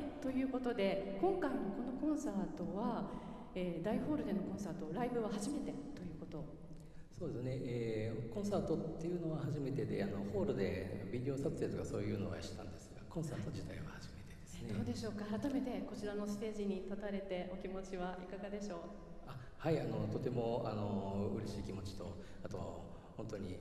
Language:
Japanese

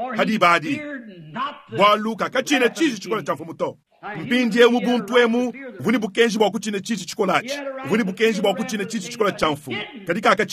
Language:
Luba-Lulua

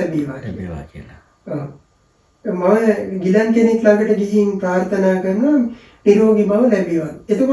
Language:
Sinhala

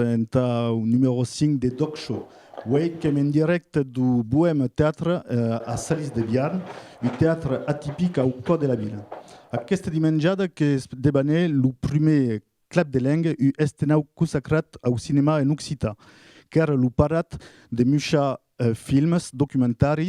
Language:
Occitan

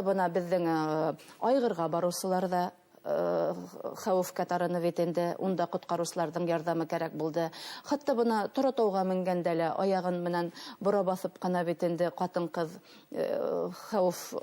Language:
Bashkir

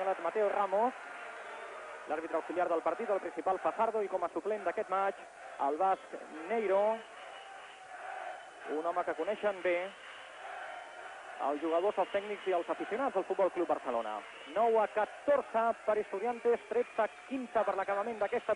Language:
Catalan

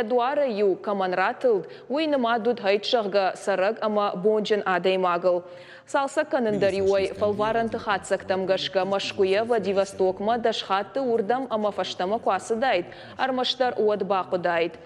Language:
Ossetic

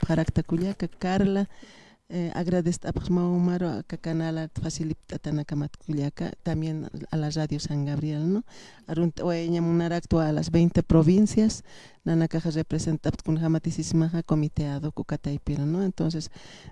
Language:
Aymara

